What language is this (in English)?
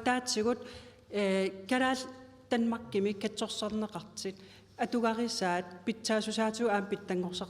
Kalaallisut